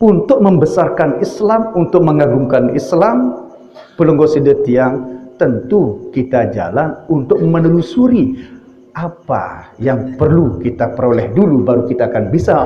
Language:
Sasak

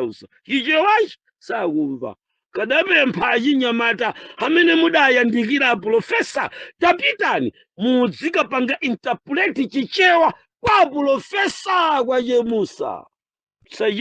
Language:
Nyanja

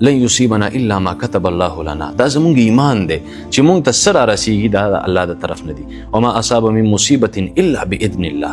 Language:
Pashto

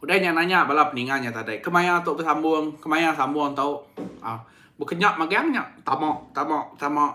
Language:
Iban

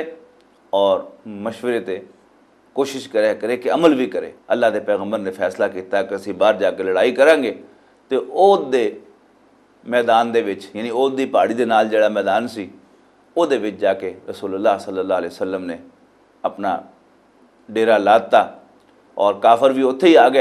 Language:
Western Panjabi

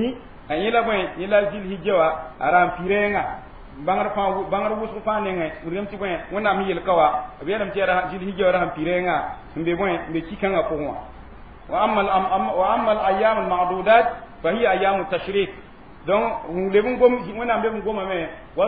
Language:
Mossi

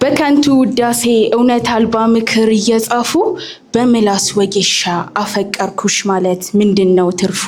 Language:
Amharic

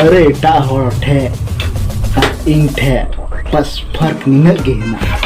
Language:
Santali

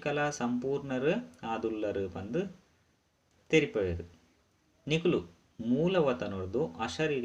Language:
Tulu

